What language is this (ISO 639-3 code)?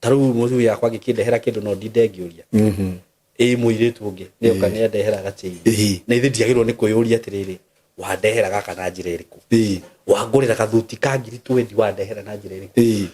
kik